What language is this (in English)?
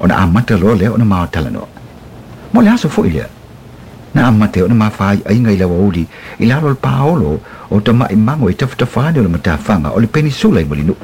Samoan